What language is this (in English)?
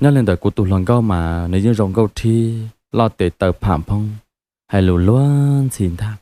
Hmong